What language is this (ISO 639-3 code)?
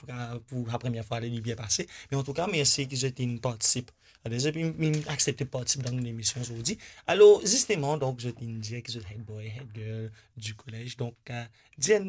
mfe